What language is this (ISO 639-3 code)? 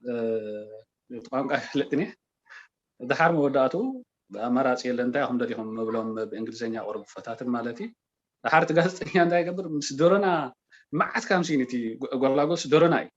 tir